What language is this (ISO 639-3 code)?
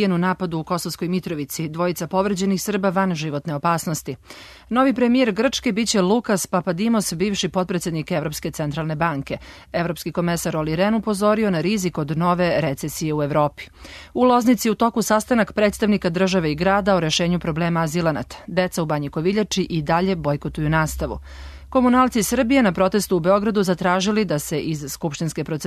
srp